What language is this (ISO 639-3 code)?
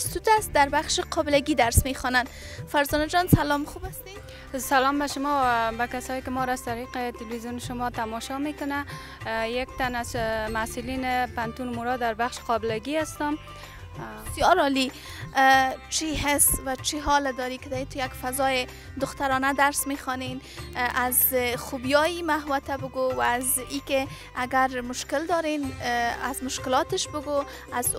fas